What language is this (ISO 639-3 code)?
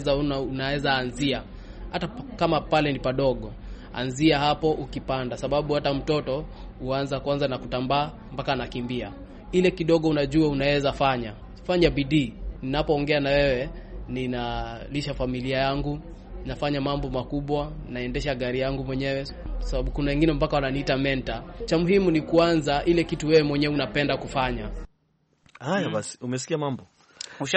swa